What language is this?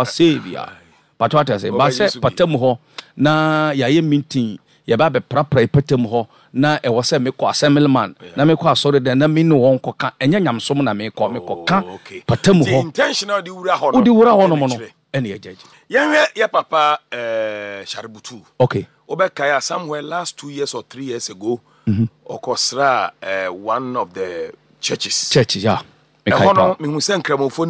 Akan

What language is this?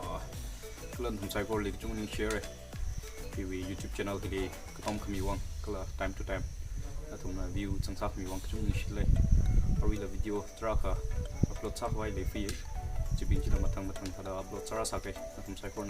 Tangkhul Naga (India)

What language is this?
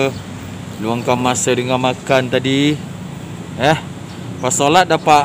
Malay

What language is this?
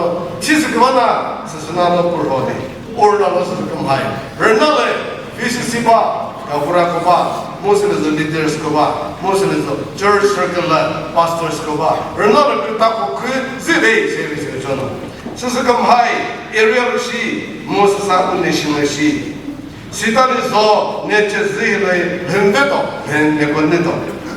Chokri Naga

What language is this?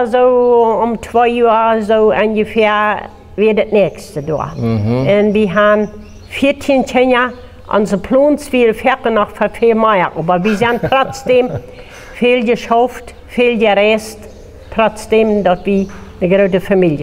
Plautdietsch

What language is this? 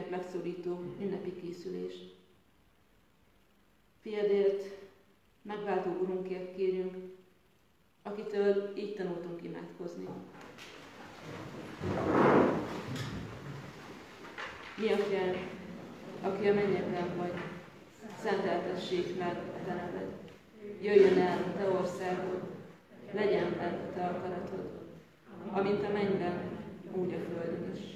Hungarian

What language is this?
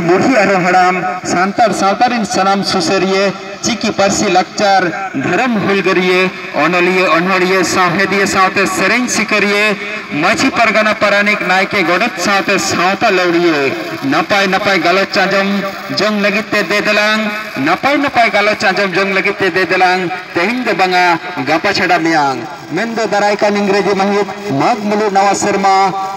Santali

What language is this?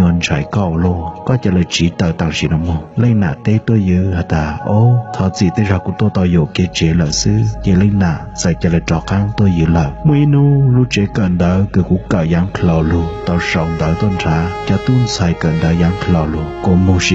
Hmong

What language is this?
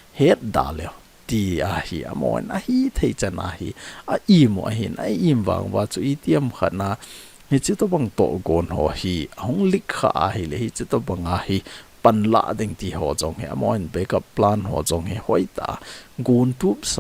Thado Chin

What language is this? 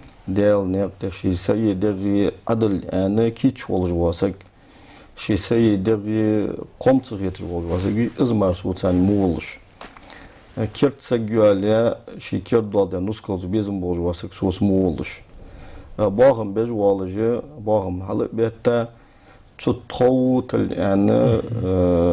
Ingush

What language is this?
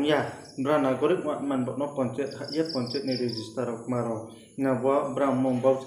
Riang (India)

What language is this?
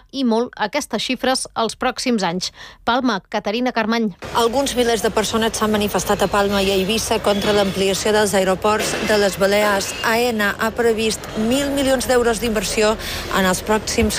Catalan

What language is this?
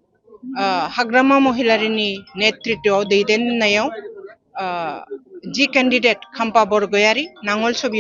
Bodo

